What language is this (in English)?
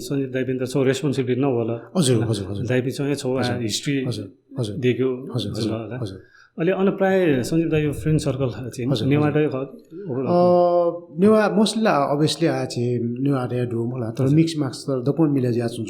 Newari